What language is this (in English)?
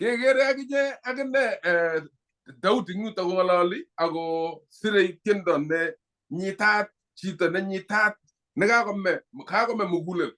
Kalenjin